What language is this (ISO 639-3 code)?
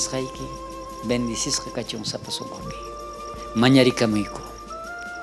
quh